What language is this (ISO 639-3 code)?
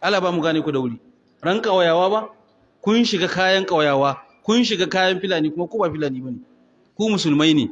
hau